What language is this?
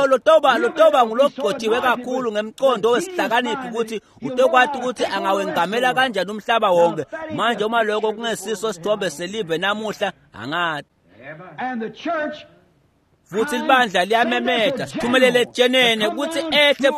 Swati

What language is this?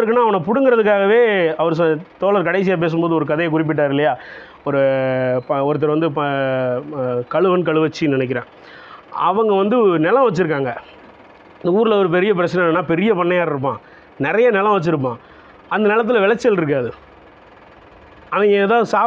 Tamil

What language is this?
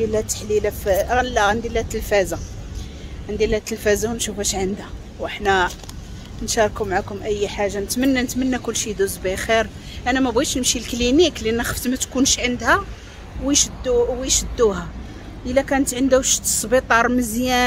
Moroccan Arabic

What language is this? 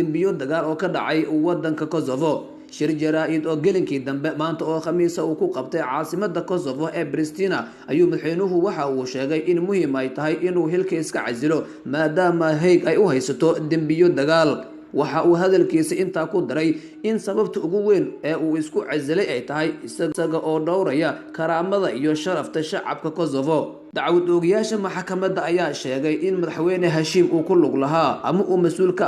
Somali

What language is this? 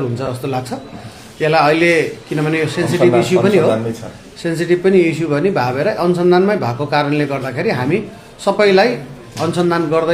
Nepali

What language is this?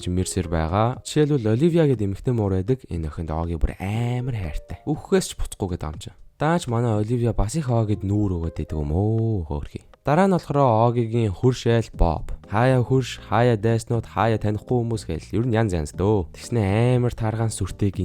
Mongolian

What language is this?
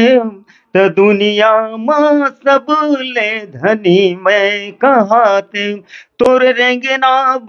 Chhattisgarhi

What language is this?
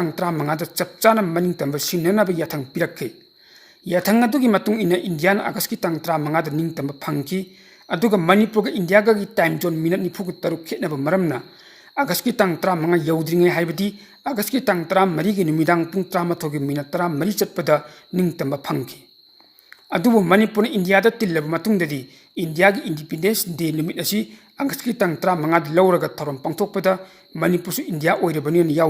Manipuri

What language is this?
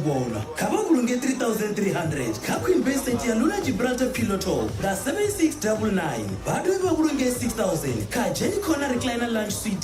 Venda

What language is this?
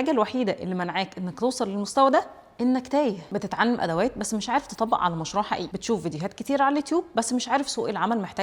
Egyptian Arabic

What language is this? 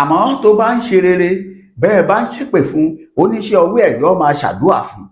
Yoruba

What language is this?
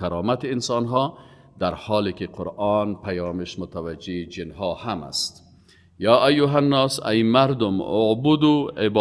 Persian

